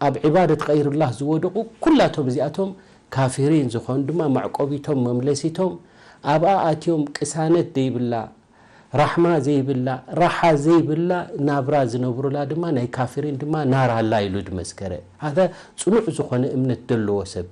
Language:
Tigrinya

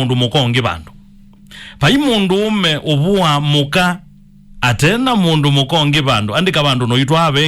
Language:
Kamba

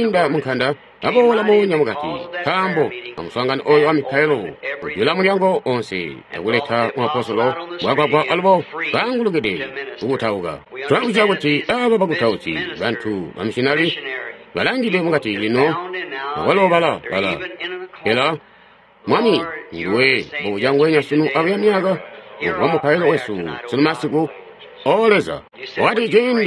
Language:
Tonga (Zambia)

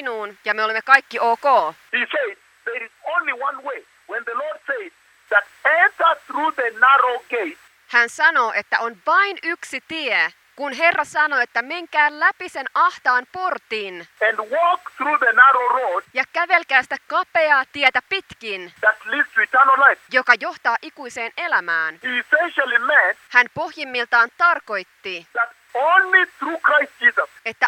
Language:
Finnish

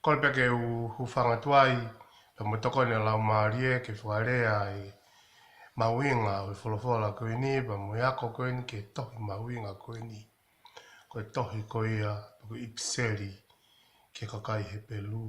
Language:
Tongan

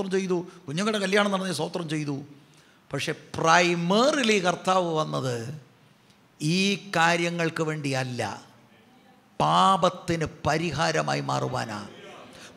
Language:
Malayalam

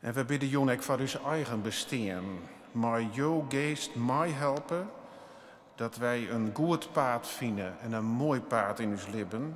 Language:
Western Frisian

